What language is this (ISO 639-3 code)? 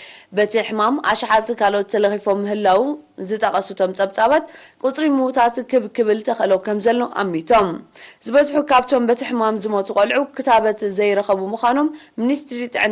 tir